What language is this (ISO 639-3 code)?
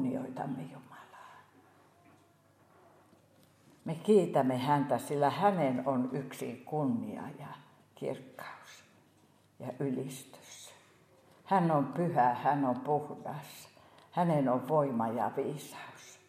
fin